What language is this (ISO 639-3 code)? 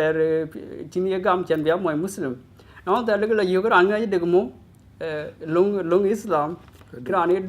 din